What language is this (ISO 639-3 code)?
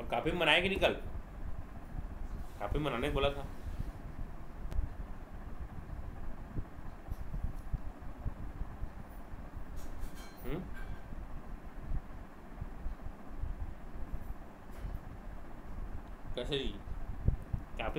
hin